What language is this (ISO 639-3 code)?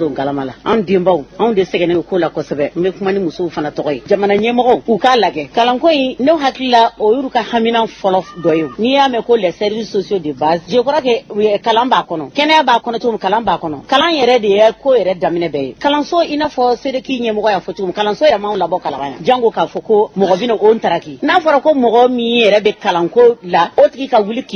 bam